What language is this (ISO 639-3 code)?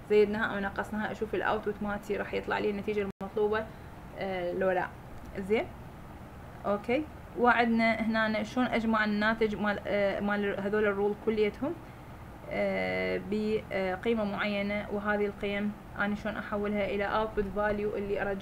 acm